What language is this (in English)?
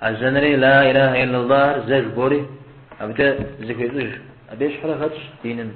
Kabardian